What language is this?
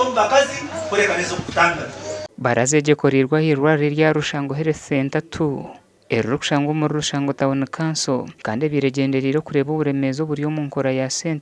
Nyankole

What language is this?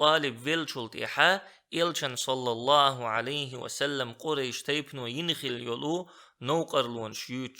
Chechen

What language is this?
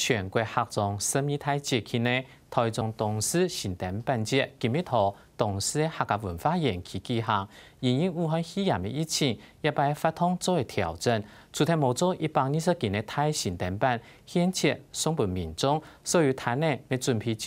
Hakka Chinese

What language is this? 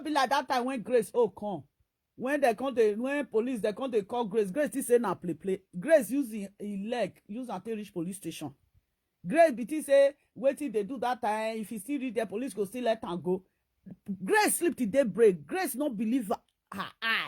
Nigerian Pidgin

